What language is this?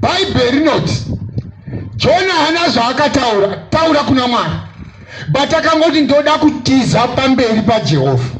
Shona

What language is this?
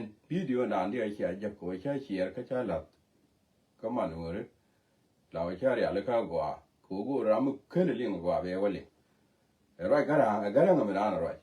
Nuer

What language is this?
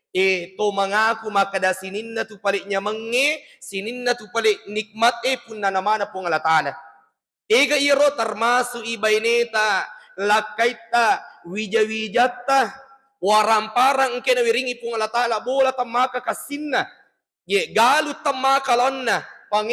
Buginese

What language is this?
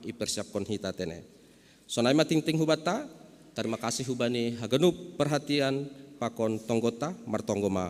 Batak Simalungun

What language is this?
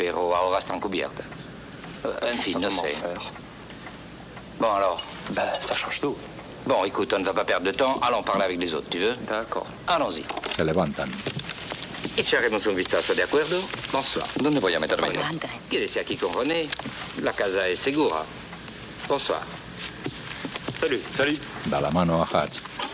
Spanish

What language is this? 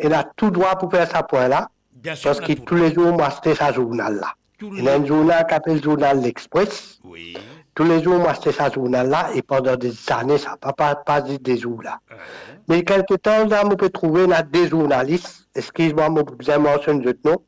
Morisyen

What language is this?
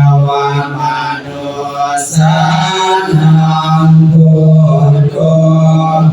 Pali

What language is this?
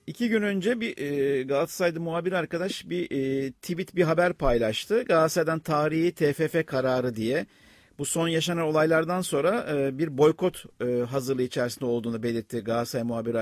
Turkish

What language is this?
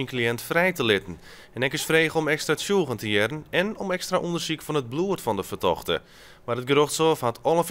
Western Frisian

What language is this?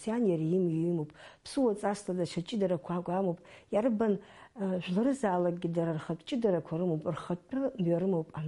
Abkhazian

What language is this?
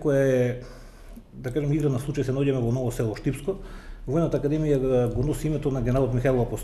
Macedonian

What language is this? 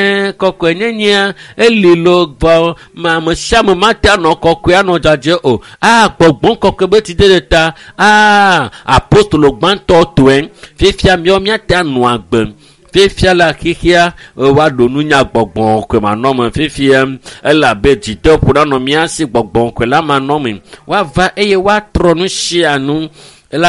Ewe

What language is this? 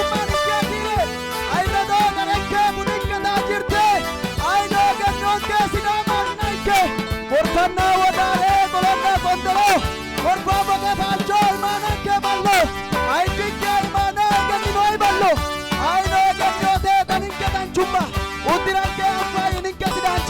Sidamo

